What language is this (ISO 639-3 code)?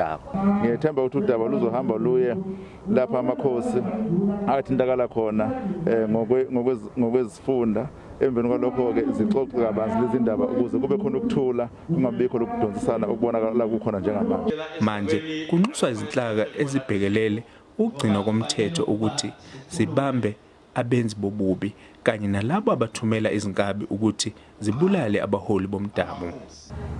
zul